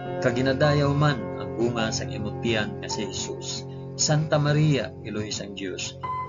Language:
Hiligaynon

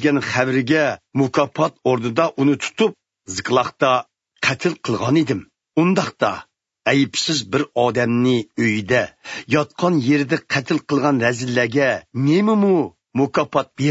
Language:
Uyghur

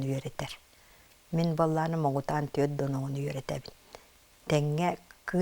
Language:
Yakut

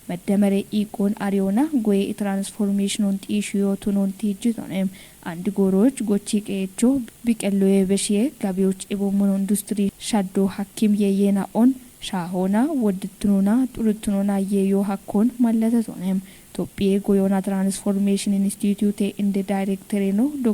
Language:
Kafa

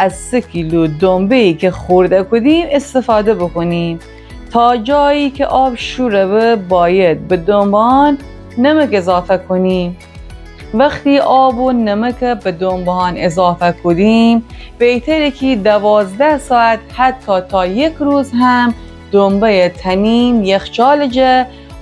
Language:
Gilaki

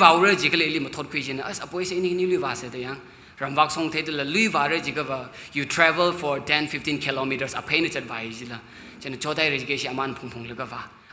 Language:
Tangkhul Naga (India)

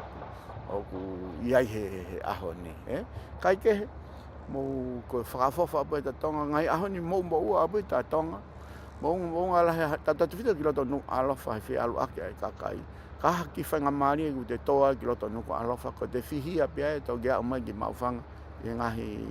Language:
Tongan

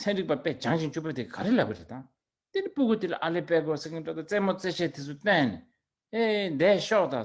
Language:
Tibetan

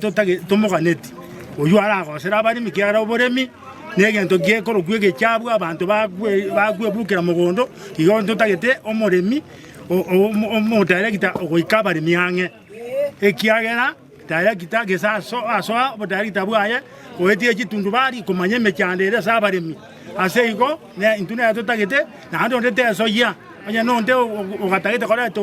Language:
Gusii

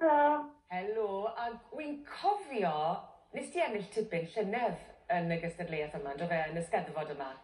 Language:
Welsh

